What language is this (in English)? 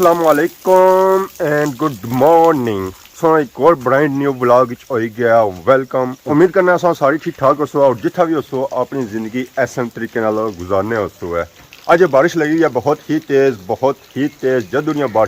Pahari-Potwari